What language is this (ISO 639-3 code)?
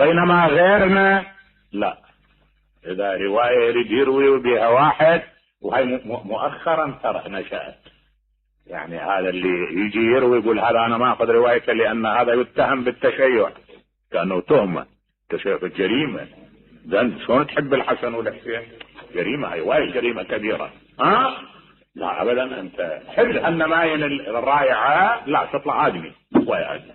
acm